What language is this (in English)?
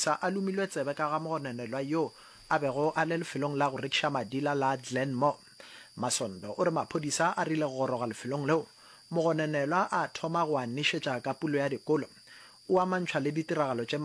Northern Sotho